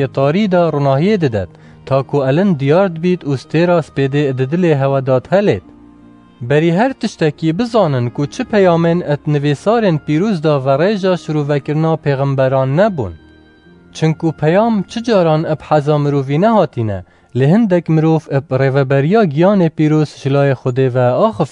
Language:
Kurdish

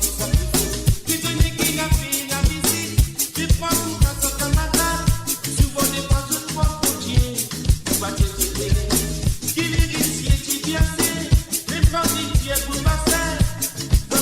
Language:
Morisyen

